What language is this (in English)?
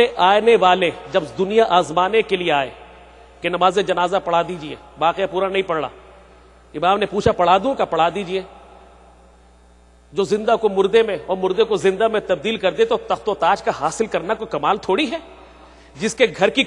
Urdu